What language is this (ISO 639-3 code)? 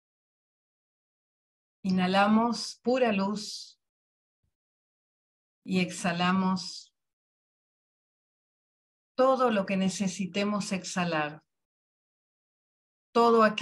spa